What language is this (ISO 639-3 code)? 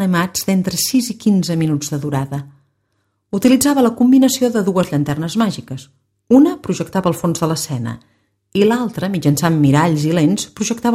cat